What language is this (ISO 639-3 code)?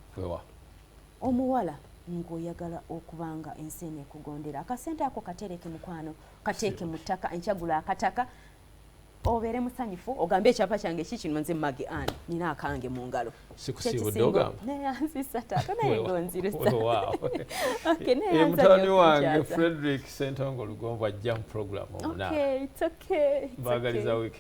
lug